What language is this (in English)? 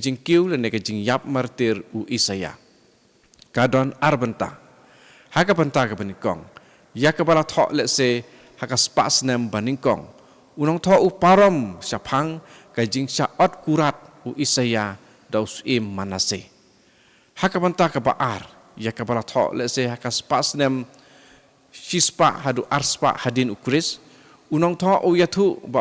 Khasi